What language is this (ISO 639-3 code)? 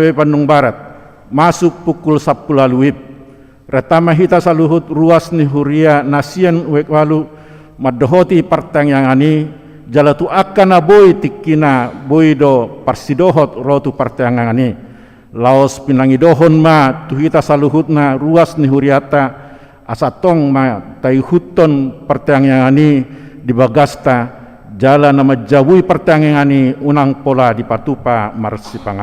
bbc